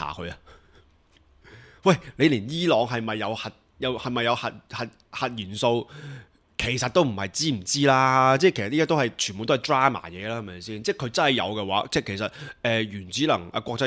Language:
Cantonese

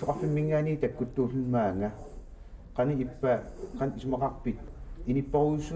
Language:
Kalaallisut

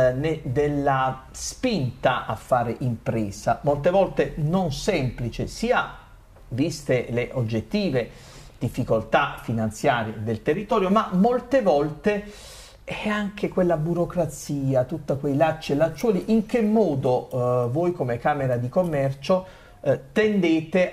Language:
Italian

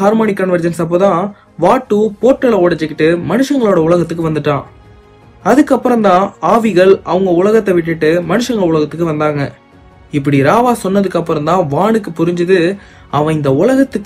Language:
Tamil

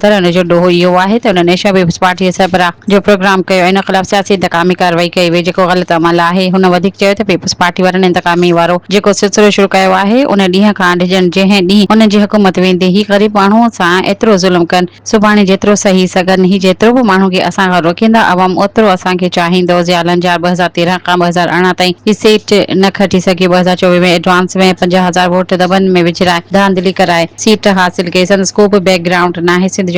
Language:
Sindhi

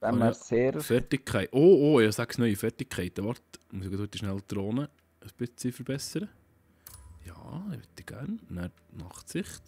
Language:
Swiss German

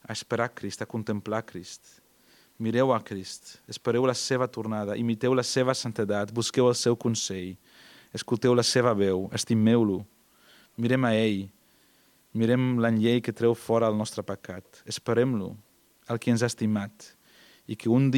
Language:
Catalan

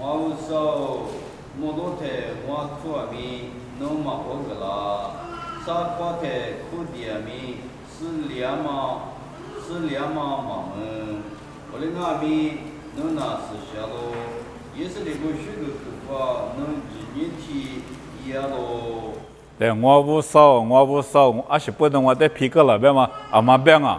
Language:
Lisu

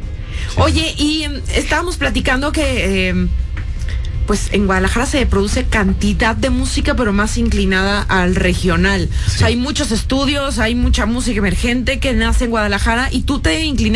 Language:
Spanish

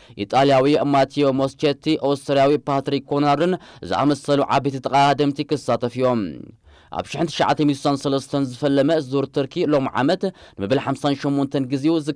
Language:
Tigrinya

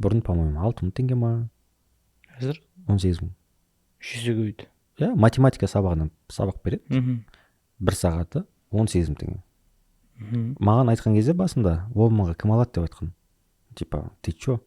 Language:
Kazakh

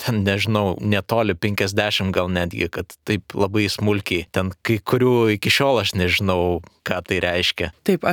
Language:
Lithuanian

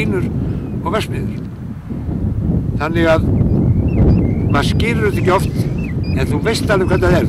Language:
Icelandic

